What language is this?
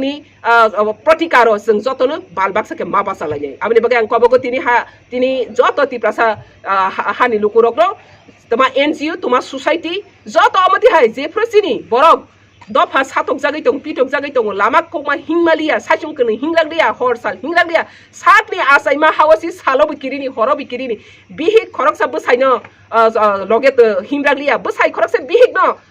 Kok Borok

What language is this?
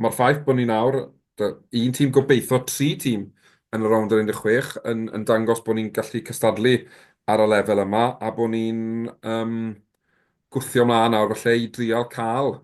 Welsh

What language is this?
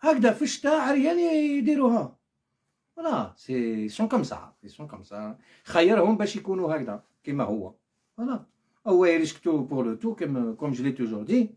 Algerian Arabic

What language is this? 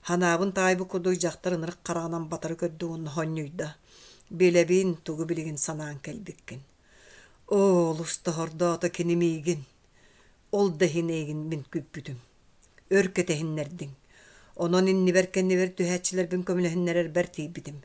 Yakut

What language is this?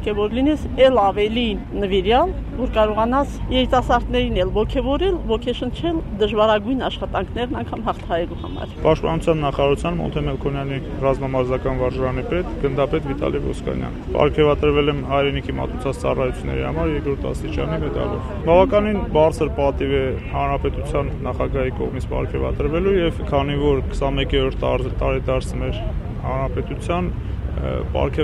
Armenian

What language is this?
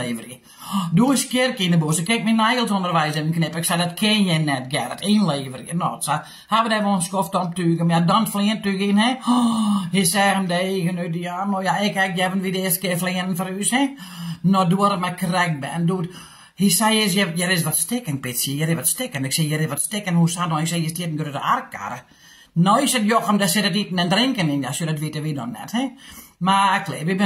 Western Frisian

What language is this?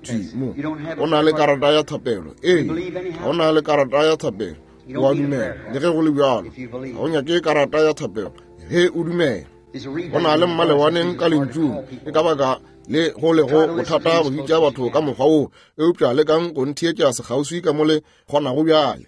Northern Sotho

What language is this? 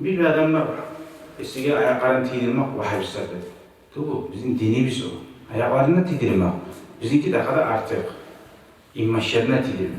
Kumyk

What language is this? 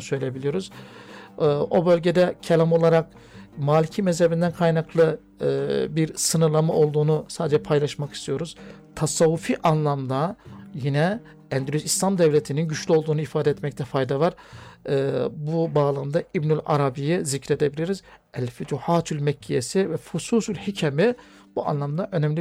Turkish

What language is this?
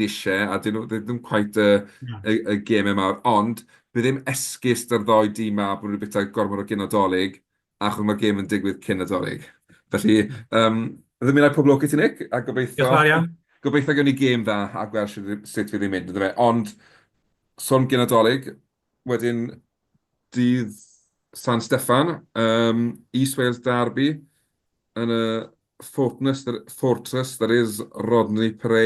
Welsh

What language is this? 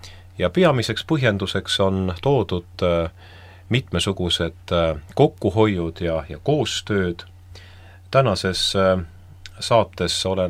Estonian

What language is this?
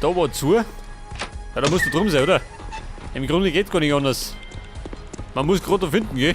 Bavarian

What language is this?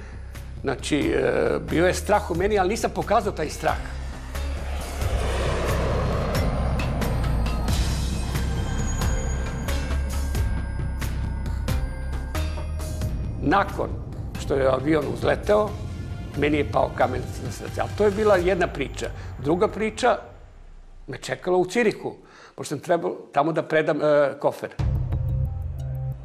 Serbian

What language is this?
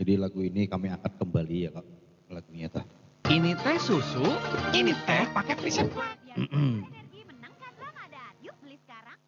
Banjar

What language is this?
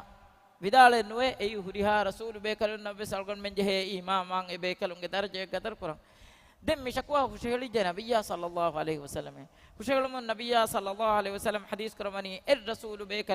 Divehi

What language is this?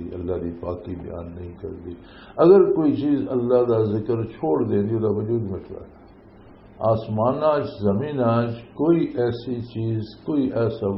Western Panjabi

